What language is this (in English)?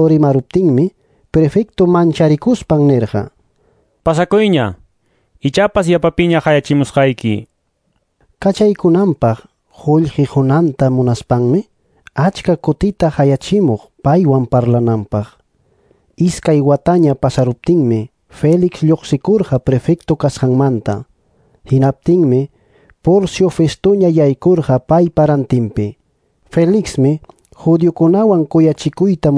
Quechua